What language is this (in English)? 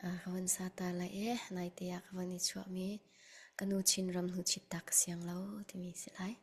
Hakha Chin